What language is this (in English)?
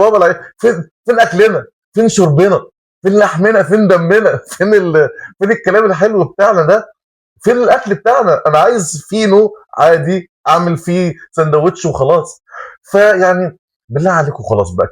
Egyptian Arabic